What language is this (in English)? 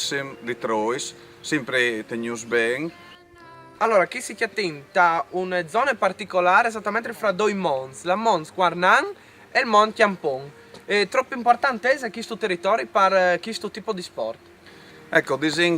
Friulian